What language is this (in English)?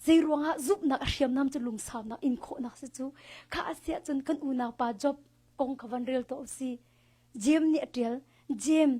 Hakha Chin